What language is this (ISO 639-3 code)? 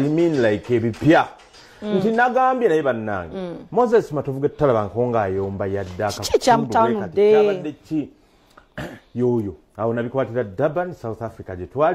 lug